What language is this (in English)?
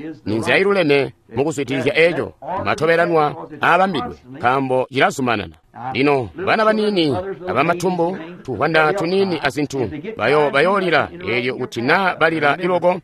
Tonga (Zambia)